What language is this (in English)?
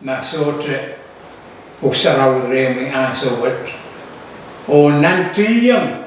Pohnpeian